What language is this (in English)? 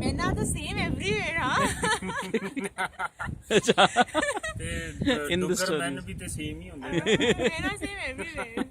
Dogri